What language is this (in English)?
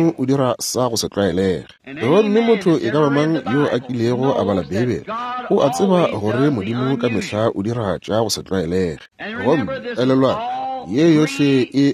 Northern Sotho